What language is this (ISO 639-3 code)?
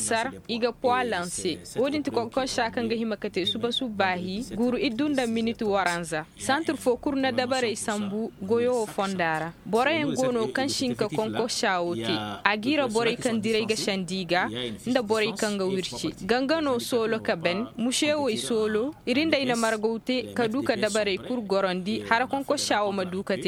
ses